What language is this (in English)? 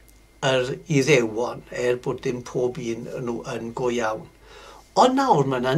Welsh